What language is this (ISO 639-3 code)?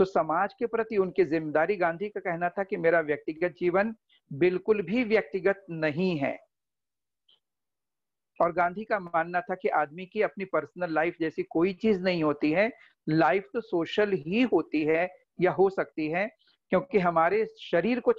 hin